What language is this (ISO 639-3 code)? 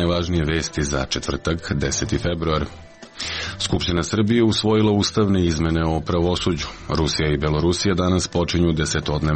srp